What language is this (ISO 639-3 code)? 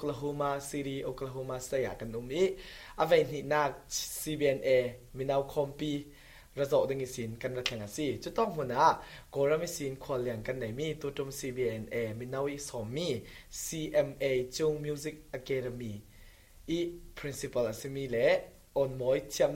cfm